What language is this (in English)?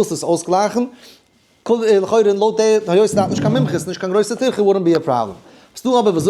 Yiddish